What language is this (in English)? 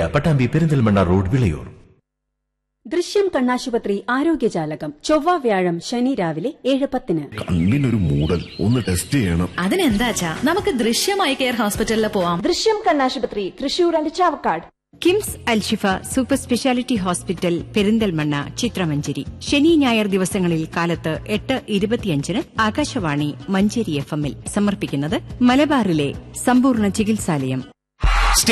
Malayalam